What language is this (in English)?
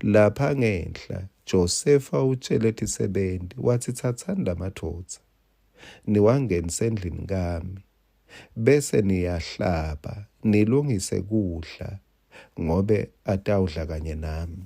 Swati